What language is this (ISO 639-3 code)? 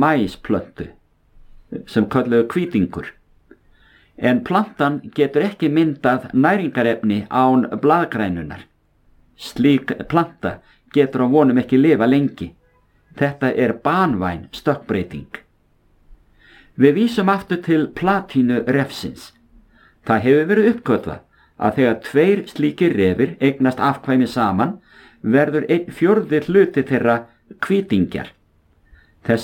isl